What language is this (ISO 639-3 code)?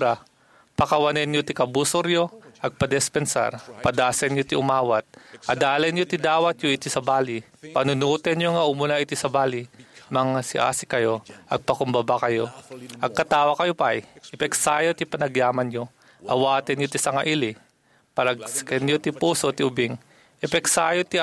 ilo